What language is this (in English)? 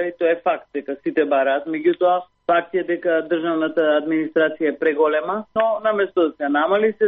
Macedonian